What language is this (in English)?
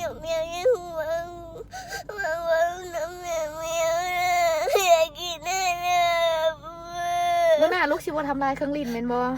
Lao